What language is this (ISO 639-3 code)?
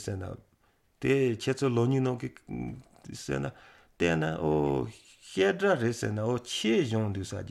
mlg